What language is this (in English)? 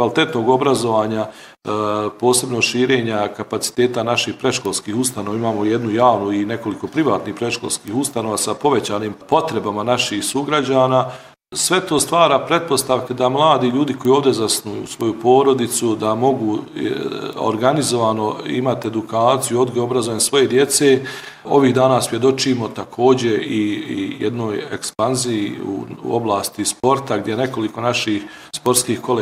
Bosnian